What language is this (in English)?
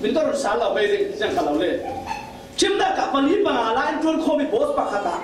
Falam Chin